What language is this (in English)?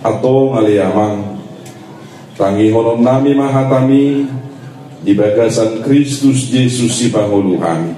Batak Toba